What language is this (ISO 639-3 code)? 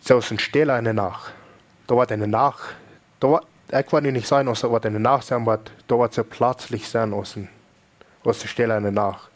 pdt